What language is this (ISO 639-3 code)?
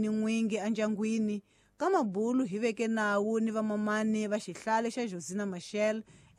tso